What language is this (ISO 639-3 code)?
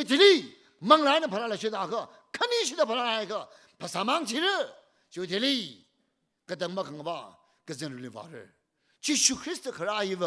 nmf